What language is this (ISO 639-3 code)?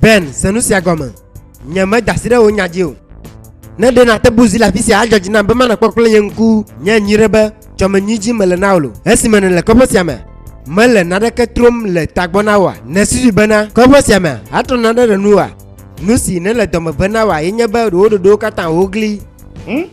ewe